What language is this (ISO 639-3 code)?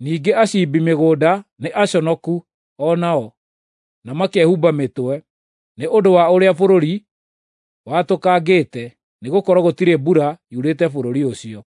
kik